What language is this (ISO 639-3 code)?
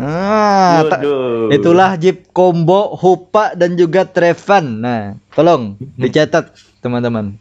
bjn